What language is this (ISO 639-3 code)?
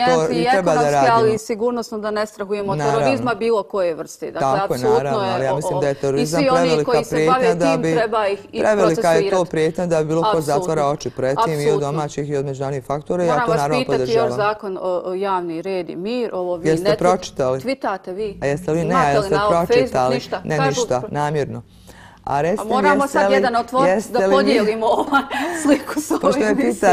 bos